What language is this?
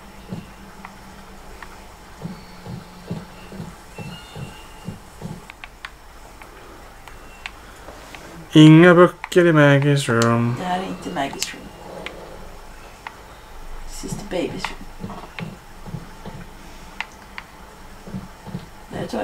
Swedish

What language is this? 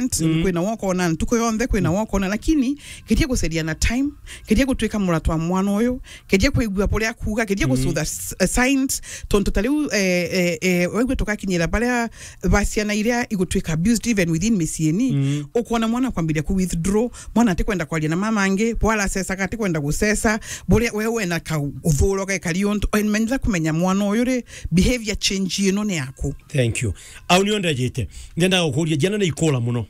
Meru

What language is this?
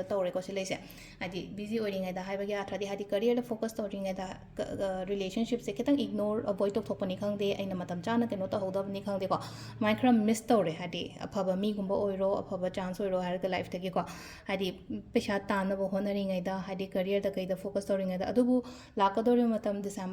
Manipuri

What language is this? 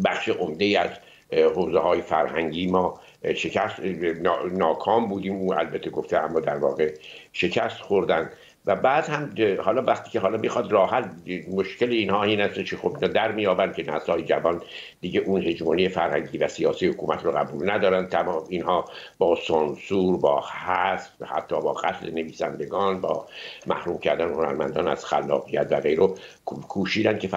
Persian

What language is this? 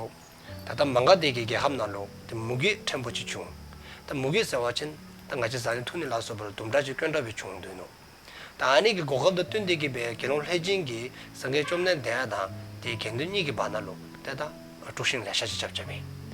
Dzongkha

